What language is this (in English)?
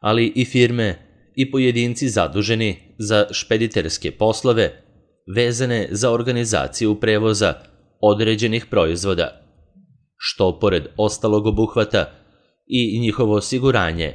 Serbian